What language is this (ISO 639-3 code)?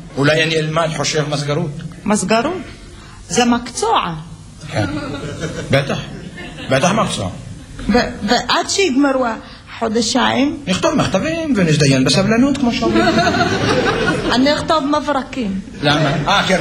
heb